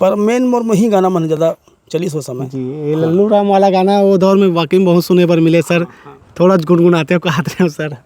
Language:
Chhattisgarhi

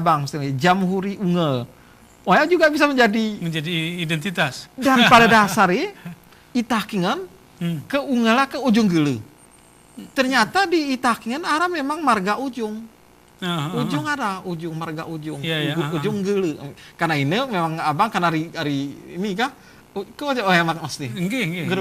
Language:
Gayo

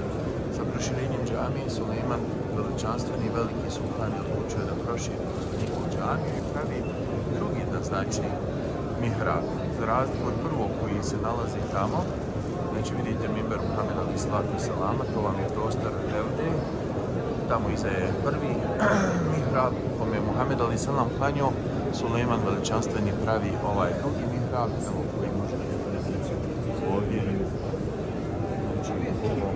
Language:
Bosnian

